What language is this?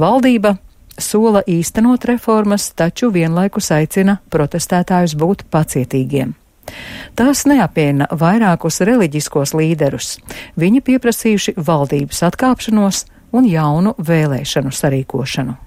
Latvian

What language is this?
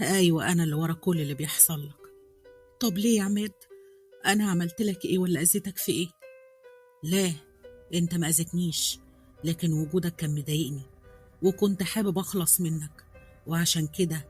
Egyptian Arabic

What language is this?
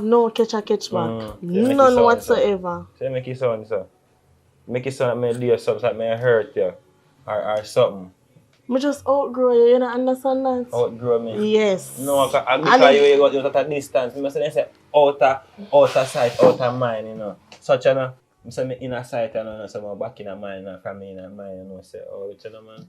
Jamaican Creole English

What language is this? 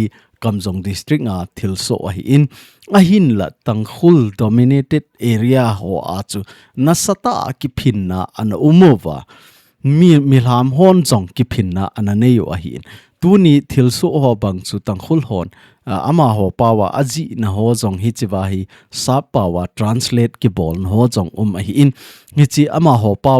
Thado Chin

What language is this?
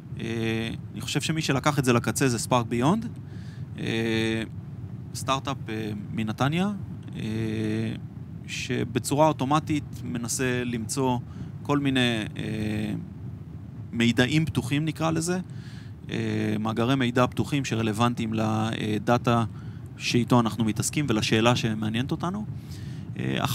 Hebrew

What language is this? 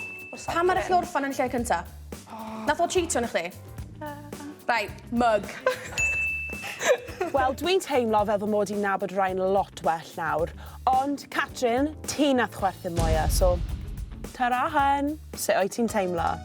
Welsh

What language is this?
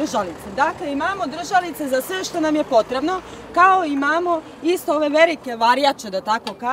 Serbian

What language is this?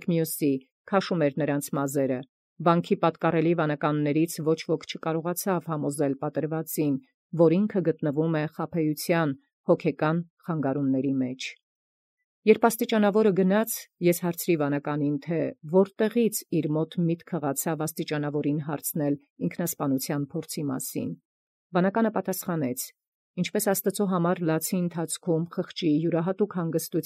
Armenian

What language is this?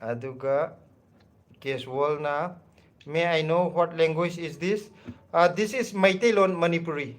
Manipuri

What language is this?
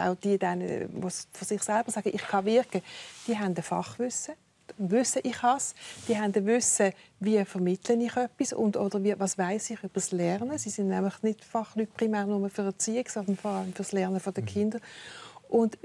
Swiss German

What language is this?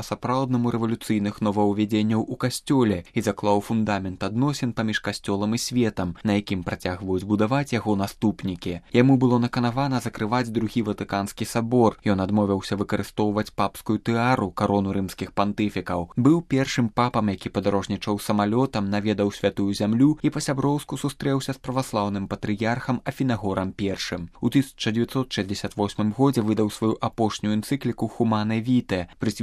Belarusian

